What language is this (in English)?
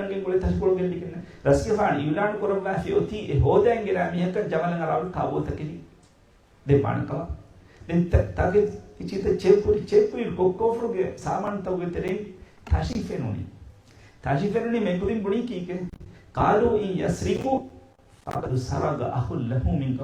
Divehi